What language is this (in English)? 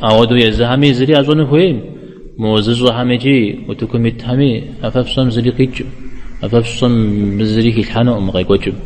Kabardian